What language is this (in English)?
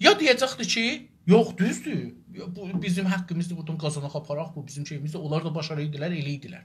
South Azerbaijani